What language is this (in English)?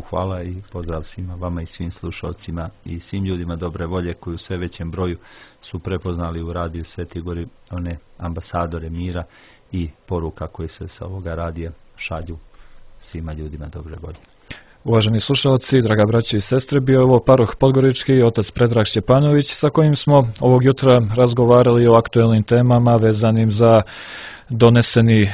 Serbian